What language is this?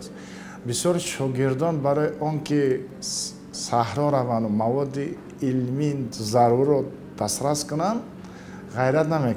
Tajik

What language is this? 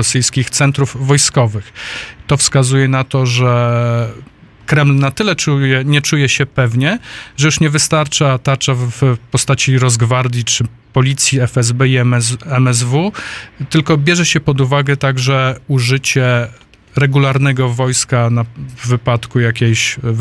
Polish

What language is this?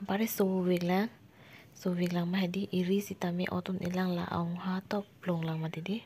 Karbi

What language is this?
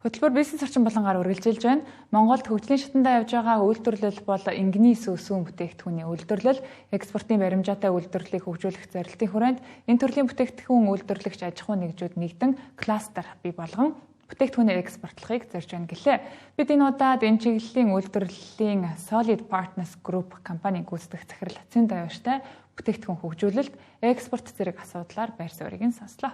Mongolian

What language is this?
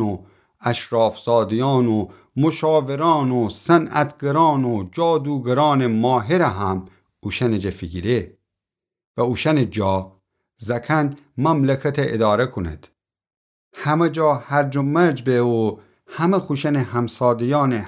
Gilaki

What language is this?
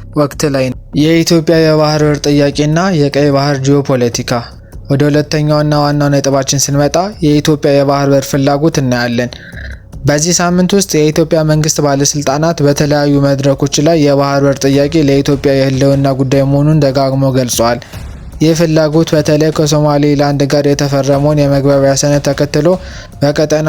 Amharic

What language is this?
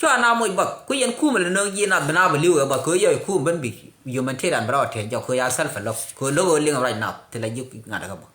Nuer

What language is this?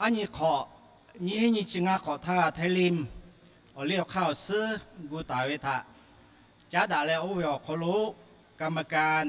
Lahu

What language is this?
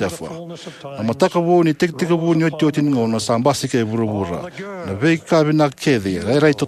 Fijian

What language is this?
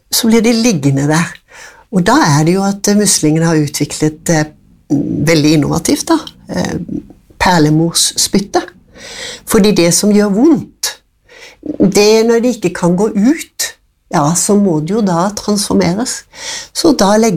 Norwegian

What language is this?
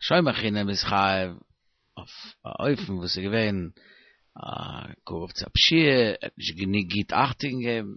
Yiddish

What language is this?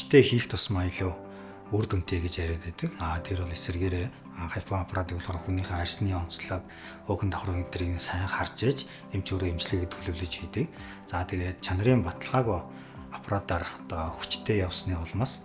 Mongolian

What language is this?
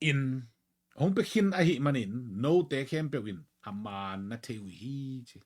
Tedim Chin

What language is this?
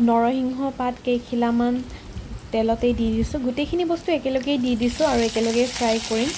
Assamese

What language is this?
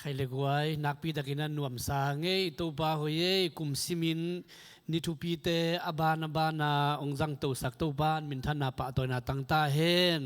Tedim Chin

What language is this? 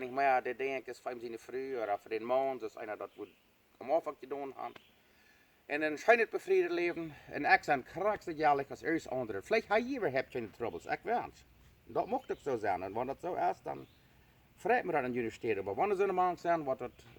Plautdietsch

